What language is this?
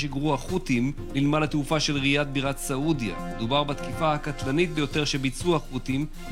Hebrew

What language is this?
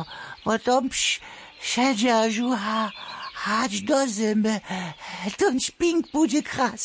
Upper Sorbian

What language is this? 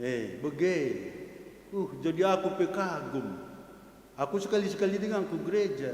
Batak Karo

